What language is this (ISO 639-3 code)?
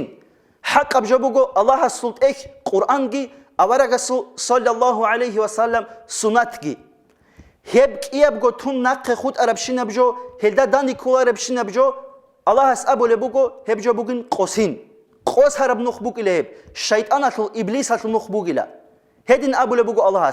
ava